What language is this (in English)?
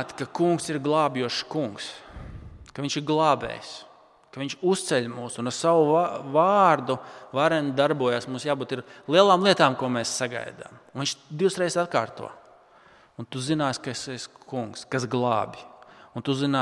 Latvian